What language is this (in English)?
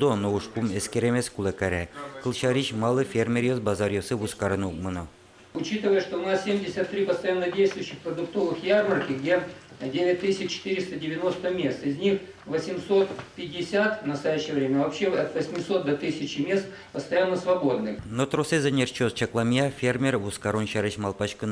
Udmurt